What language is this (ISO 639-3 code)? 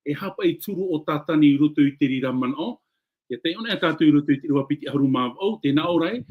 tah